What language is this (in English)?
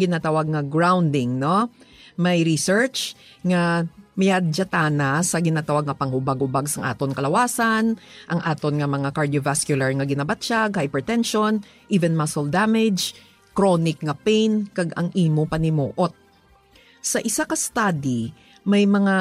Hiligaynon